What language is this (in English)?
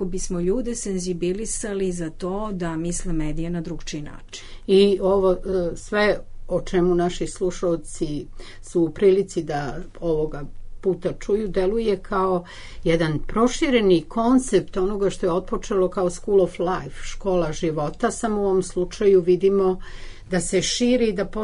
Serbian